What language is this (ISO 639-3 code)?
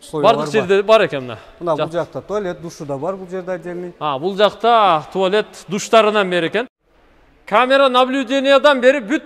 kir